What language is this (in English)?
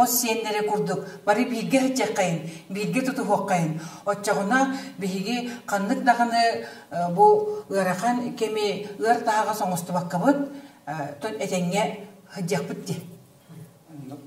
Yakut